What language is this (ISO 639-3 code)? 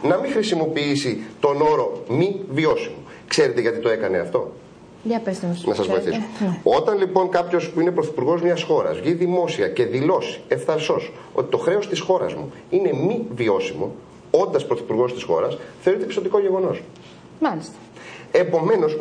ell